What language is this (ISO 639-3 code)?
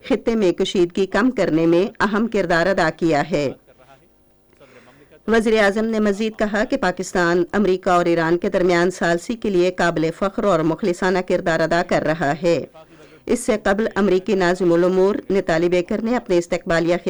urd